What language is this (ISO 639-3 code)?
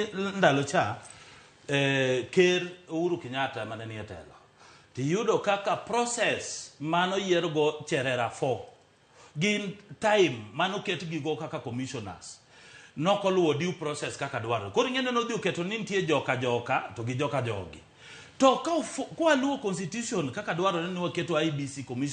luo